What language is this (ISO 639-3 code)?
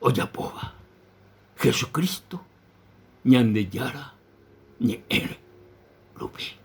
grn